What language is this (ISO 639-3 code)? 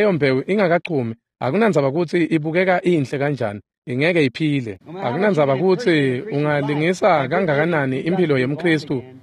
ssw